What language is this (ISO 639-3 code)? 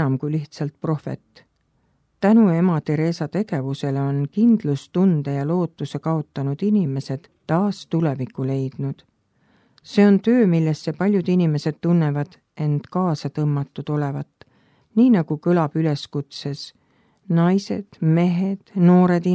est